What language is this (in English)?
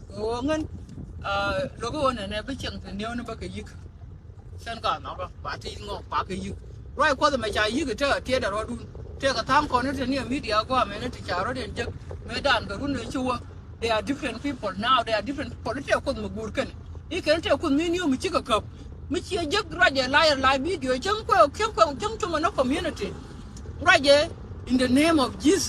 Nuer